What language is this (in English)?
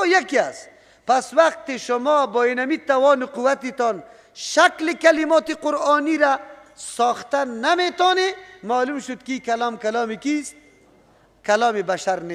Persian